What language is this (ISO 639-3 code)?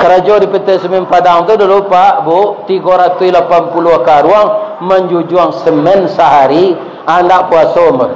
min